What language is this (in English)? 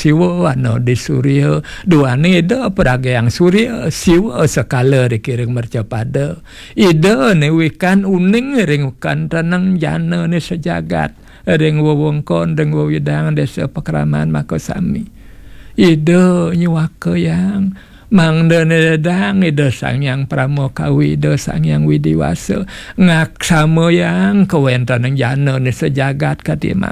Balinese